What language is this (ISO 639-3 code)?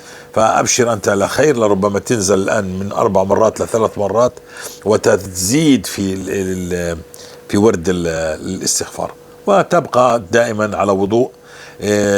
apc